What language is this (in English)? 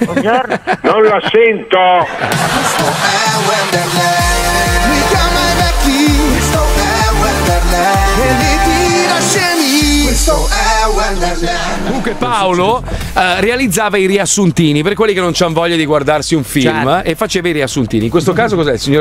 Italian